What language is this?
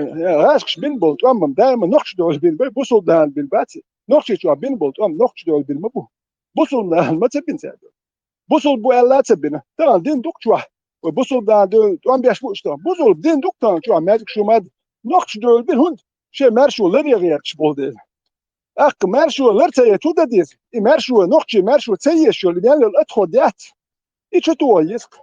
Chechen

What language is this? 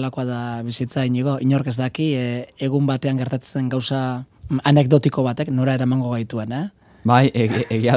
Basque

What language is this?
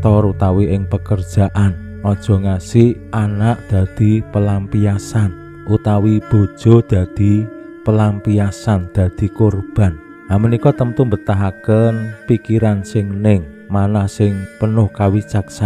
Javanese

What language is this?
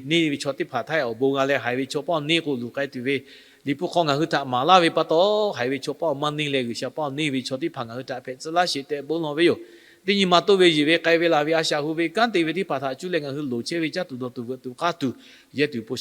Lahu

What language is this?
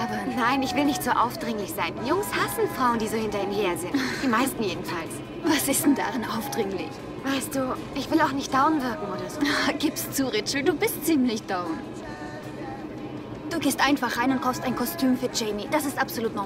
German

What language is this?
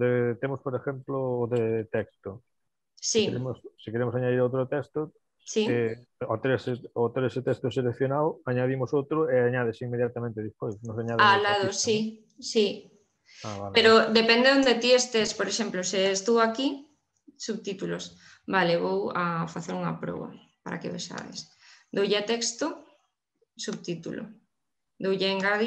Galician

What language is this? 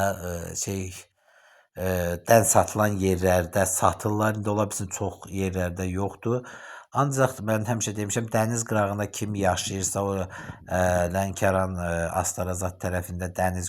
Azerbaijani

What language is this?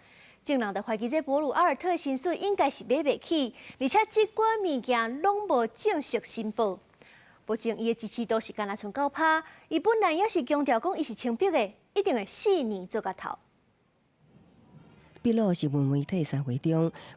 Min Nan Chinese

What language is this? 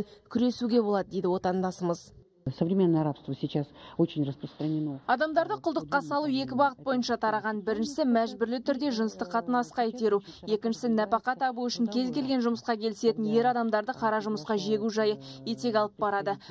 Kazakh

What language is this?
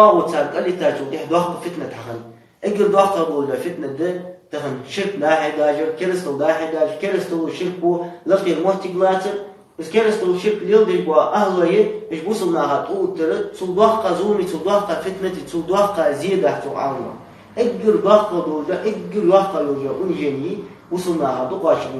Ingush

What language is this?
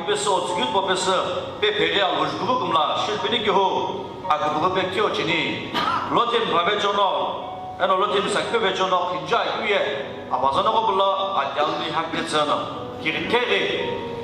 Sumi Naga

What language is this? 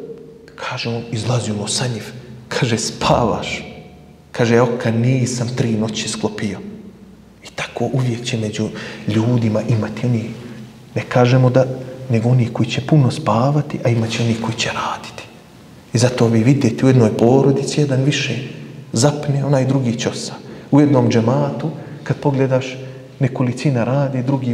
Bosnian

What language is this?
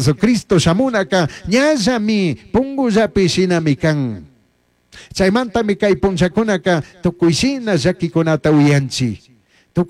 Chimborazo Highland Quichua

